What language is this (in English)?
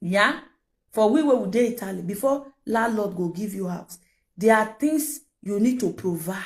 Nigerian Pidgin